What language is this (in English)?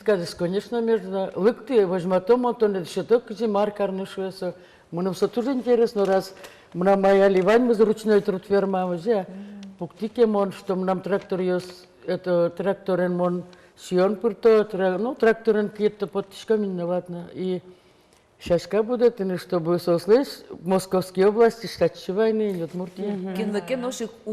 Udmurt